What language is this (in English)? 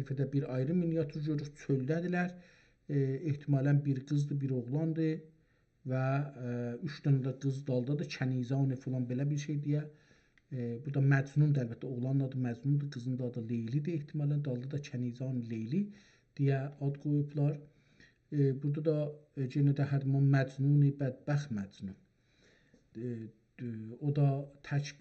South Azerbaijani